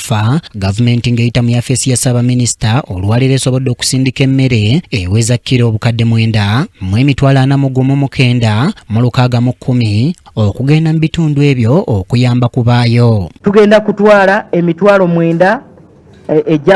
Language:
Ganda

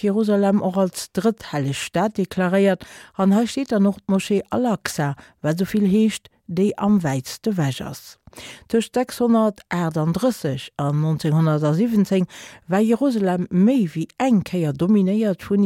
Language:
Luxembourgish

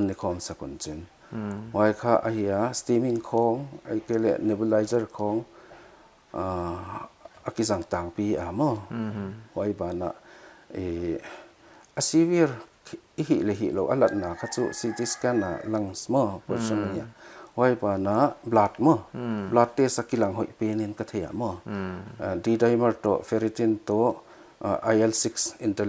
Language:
Paite Chin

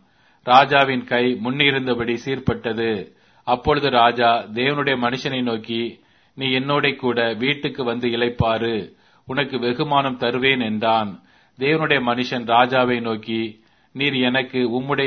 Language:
Tamil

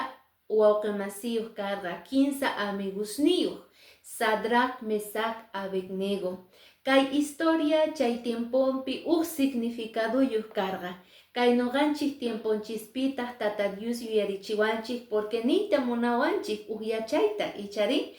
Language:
Quechua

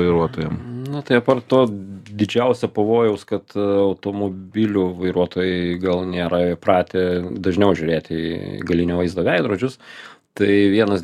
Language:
Lithuanian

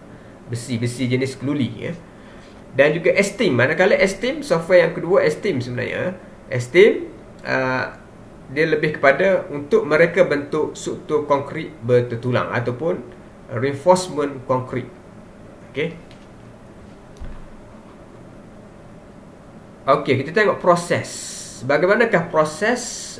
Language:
Malay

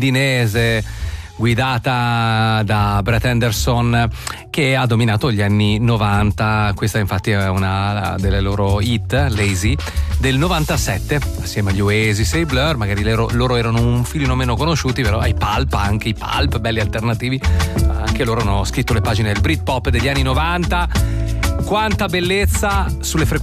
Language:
Italian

